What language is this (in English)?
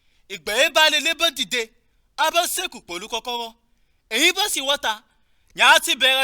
Yoruba